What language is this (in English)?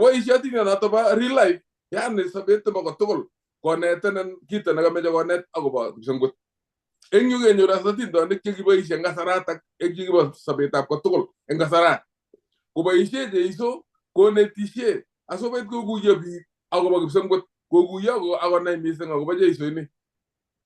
Kalenjin